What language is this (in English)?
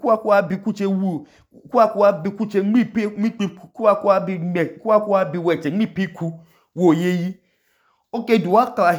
Idoma